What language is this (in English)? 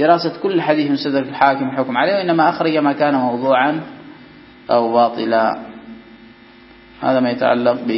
Arabic